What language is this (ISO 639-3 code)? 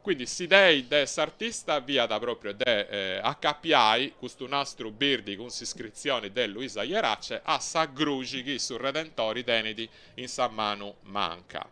srd